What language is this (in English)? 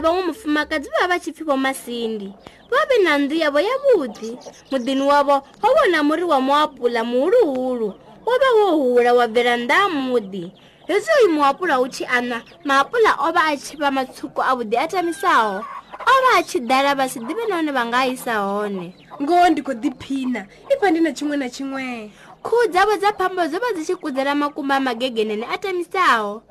Venda